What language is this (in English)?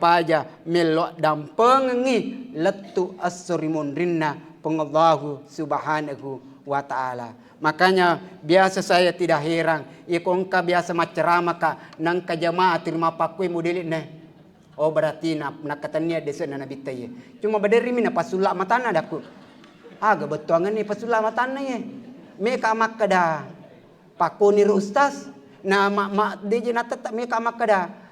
Buginese